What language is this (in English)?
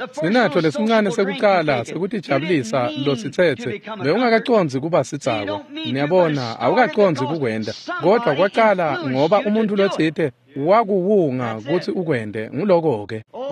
Swati